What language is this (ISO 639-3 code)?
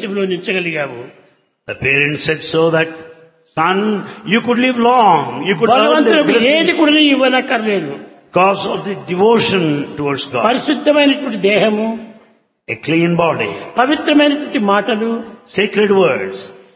tel